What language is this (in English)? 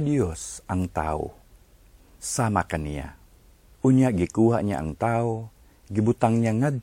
Cebuano